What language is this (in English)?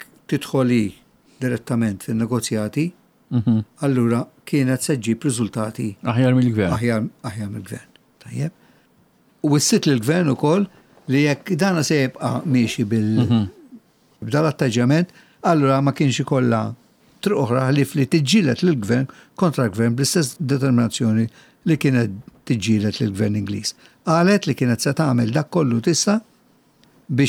Maltese